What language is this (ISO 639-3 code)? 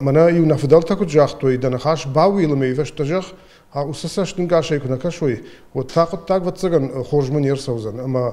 oss